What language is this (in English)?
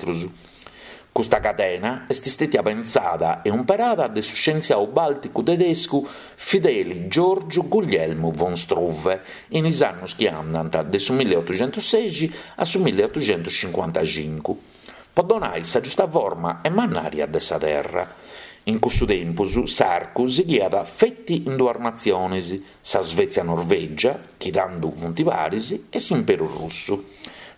Sardinian